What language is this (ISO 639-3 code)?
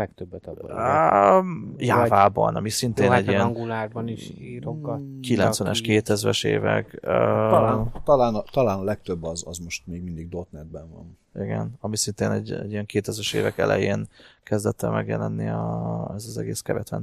hun